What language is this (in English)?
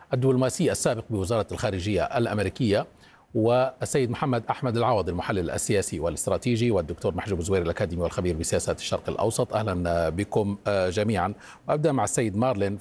Arabic